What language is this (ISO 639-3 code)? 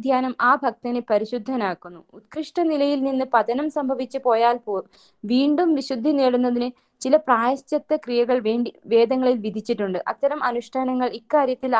mal